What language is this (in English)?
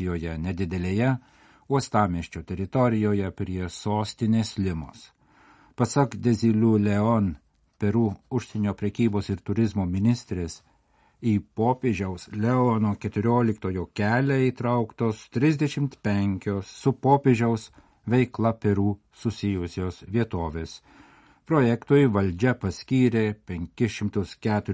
Lithuanian